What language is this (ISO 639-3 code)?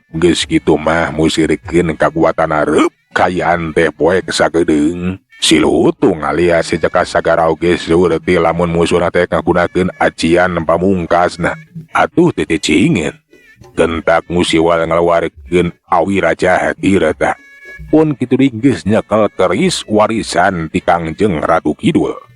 sun